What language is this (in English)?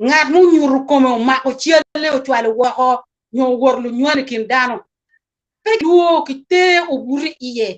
Acoli